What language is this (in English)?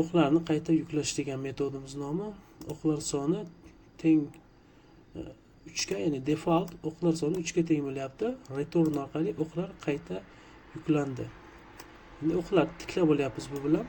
Uzbek